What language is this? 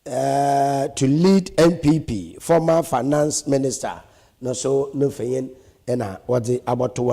Akan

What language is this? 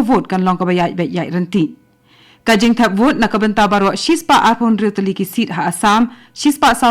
Khasi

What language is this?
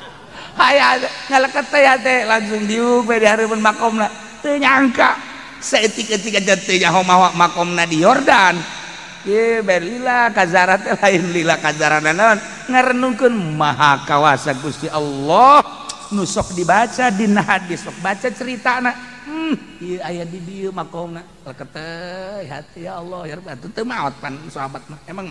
Sundanese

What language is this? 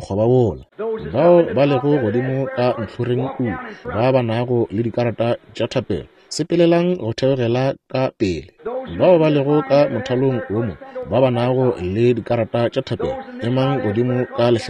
Northern Sotho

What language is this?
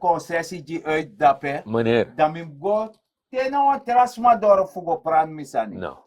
Sranan Tongo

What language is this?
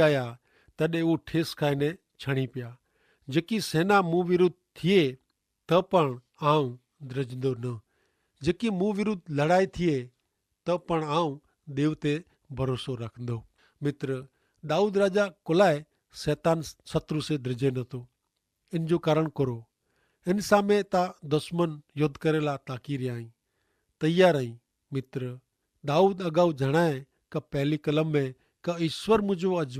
Kachhi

